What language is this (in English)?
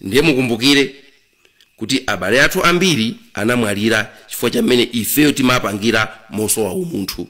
Nyanja